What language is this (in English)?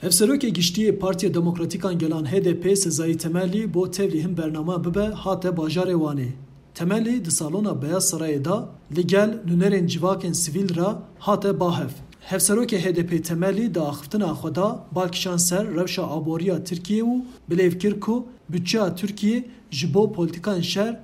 Kurdish